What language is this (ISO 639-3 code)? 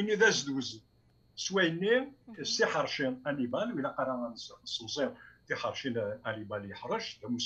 kab